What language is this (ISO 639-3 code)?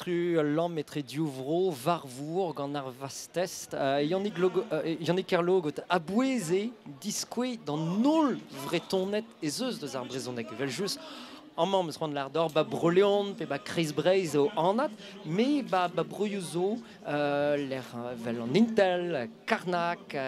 bre